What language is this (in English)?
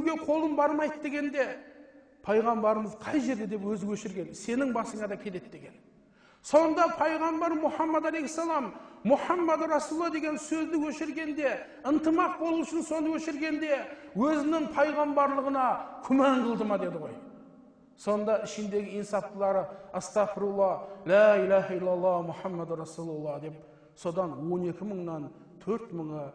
Kazakh